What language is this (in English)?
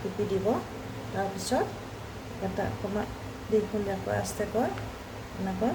Assamese